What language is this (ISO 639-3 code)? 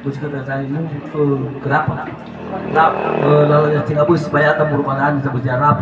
nia